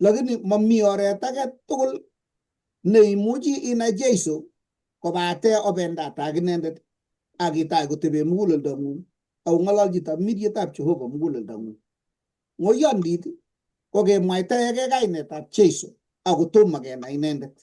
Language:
Kalenjin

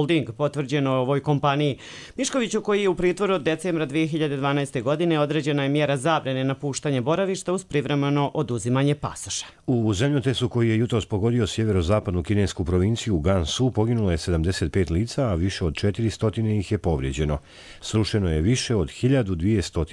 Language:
Bosnian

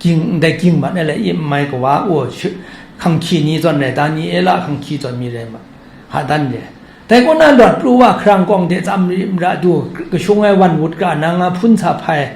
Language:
Kachin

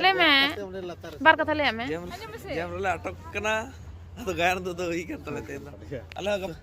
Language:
Santali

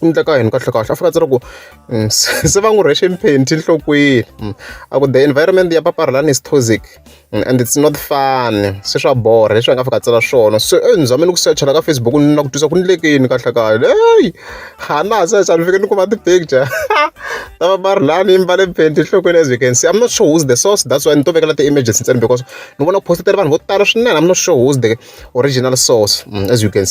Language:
Tsonga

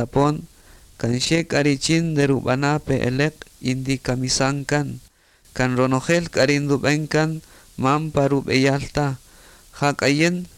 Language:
Kaqchikel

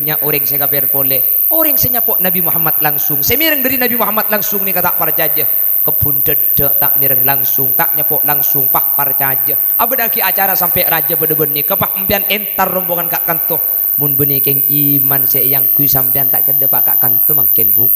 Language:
Madurese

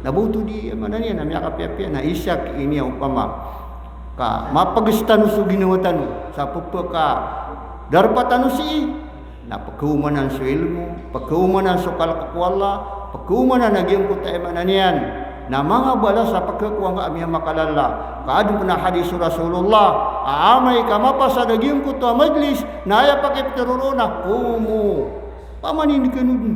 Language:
Maranao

